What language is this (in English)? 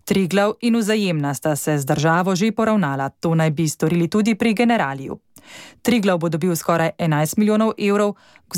Slovenian